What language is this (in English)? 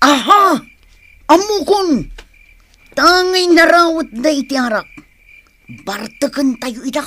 Iloko